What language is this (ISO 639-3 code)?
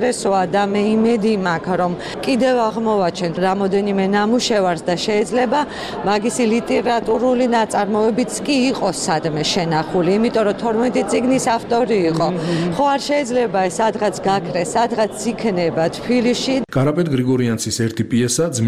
kat